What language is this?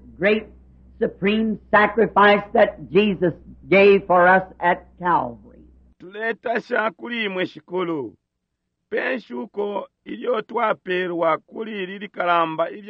Bemba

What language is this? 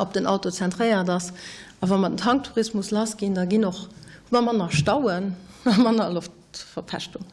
Luxembourgish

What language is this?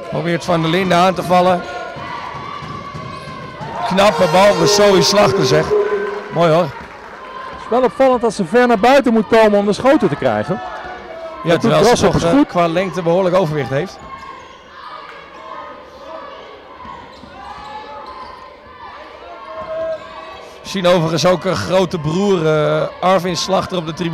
Dutch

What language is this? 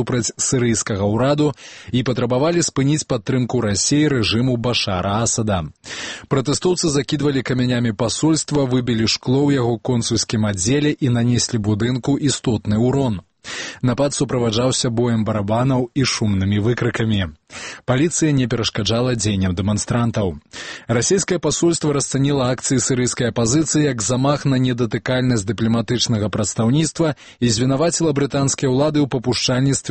Belarusian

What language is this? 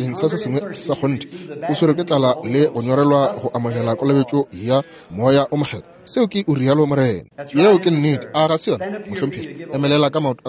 Northern Sotho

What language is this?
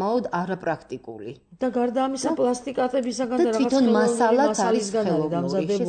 Georgian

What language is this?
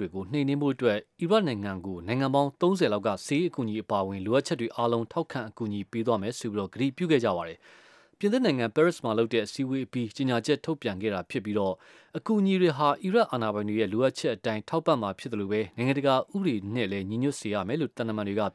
Burmese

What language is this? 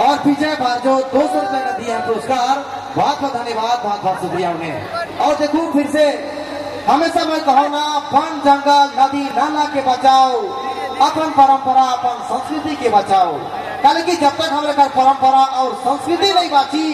Sadri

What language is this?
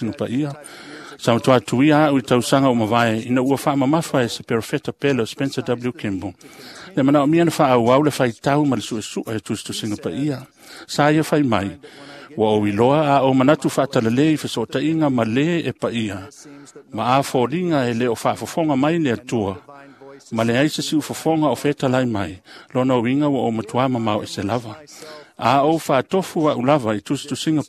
Samoan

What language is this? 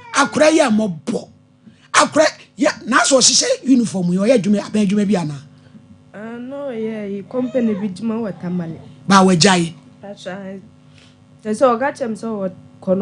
Akan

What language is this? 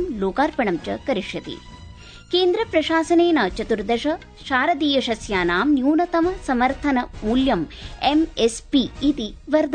Sanskrit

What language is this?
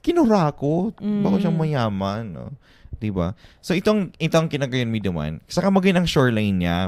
Bikol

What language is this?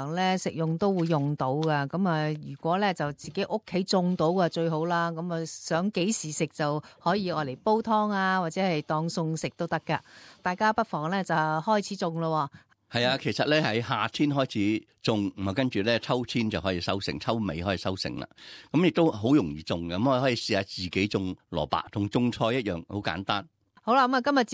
Cantonese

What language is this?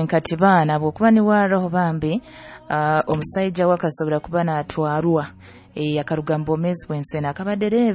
Nyoro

